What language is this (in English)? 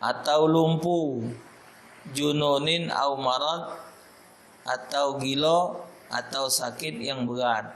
Musi